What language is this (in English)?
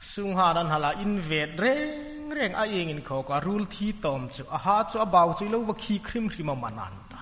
Hmar